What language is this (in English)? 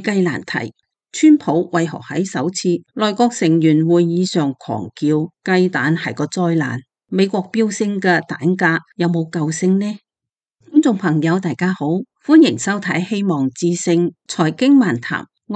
Cantonese